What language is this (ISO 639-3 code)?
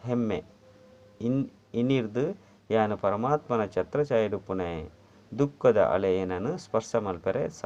tcy